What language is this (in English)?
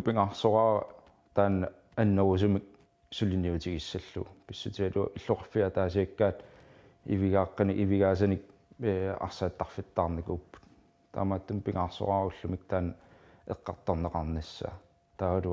Kalaallisut